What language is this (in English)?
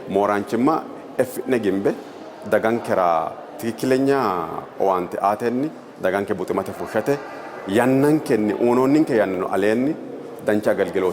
Sidamo